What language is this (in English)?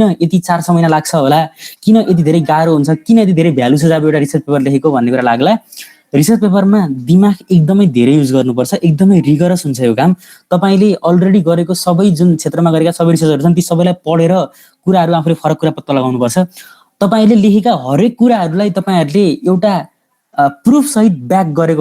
Nepali